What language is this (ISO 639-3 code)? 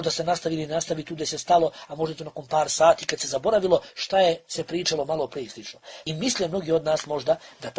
bos